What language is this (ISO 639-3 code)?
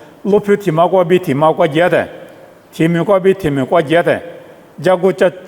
lis